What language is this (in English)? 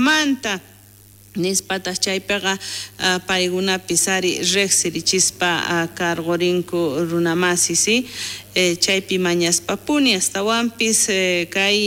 South Bolivian Quechua